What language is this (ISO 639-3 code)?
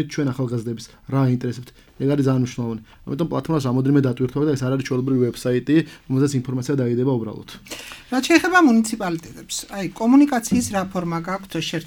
kat